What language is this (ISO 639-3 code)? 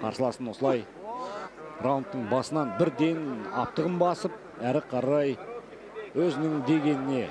kaz